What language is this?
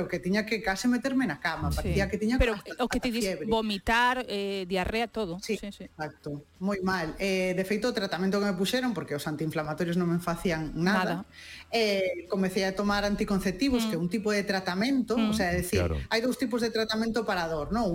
Galician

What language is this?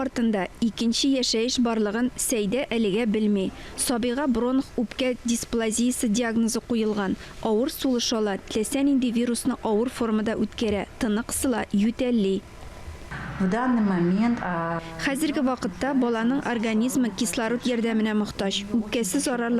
Tatar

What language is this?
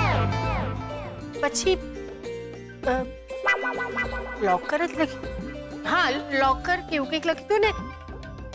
Gujarati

